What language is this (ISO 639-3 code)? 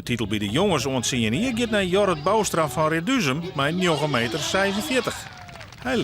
fry